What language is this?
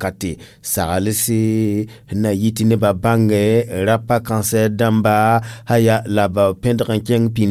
Mossi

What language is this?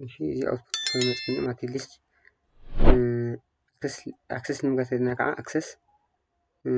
Tigrinya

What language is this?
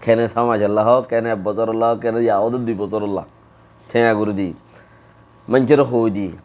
Rohingya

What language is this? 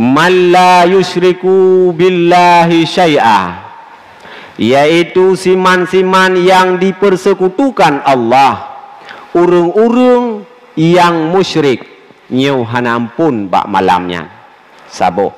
Achinese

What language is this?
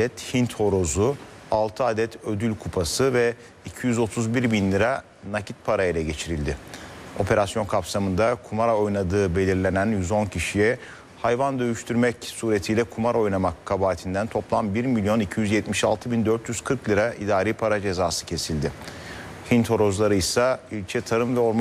Turkish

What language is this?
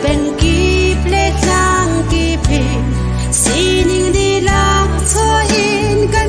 Hakha Chin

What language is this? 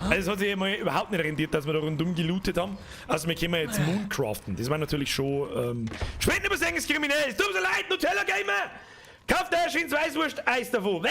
Bavarian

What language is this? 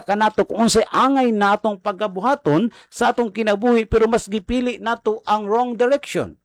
Cebuano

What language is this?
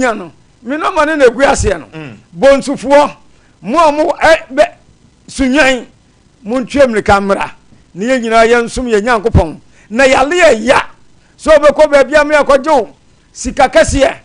Akan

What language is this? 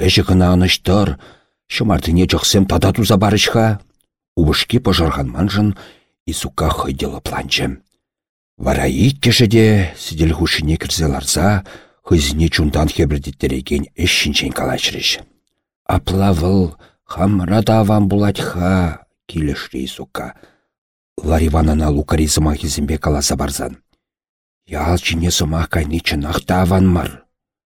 Chuvash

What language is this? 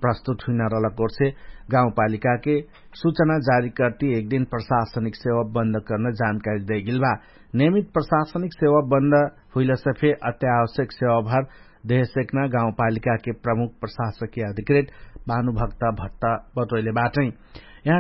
Dangaura Tharu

